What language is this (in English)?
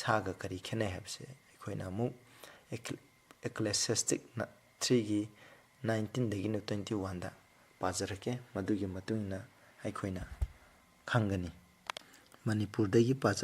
Manipuri